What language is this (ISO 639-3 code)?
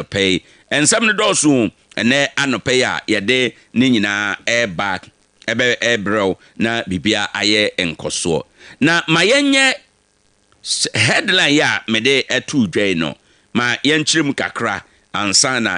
aka